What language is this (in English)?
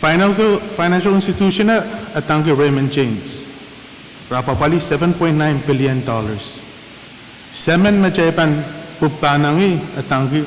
Pohnpeian